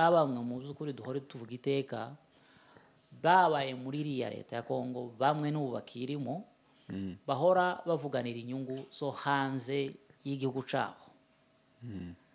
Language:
Kinyarwanda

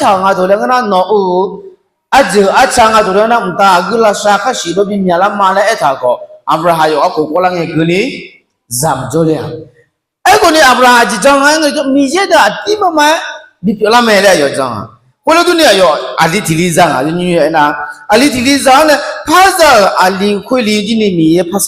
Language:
Akha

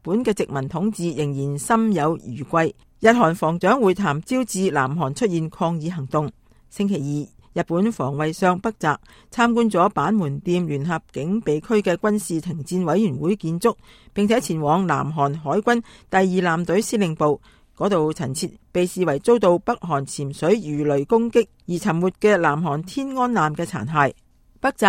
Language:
Cantonese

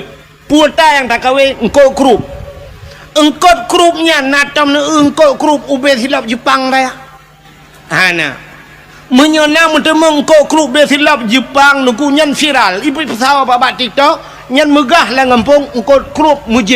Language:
Achinese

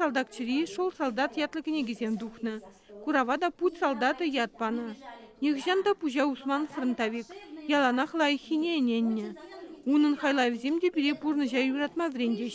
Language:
Chuvash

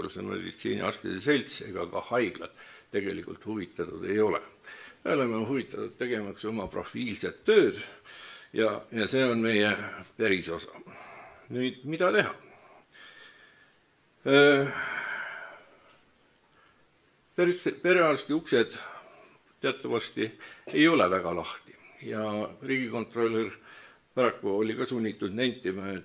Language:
Estonian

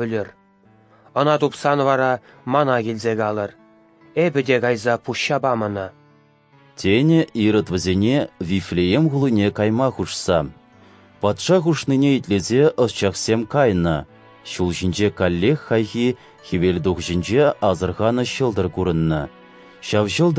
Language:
Chuvash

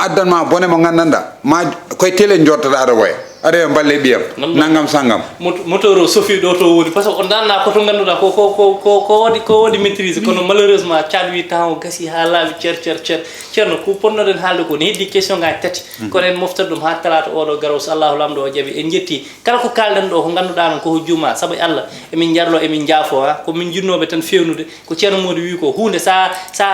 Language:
Fula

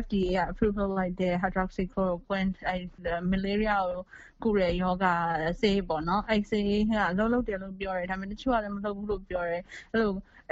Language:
Burmese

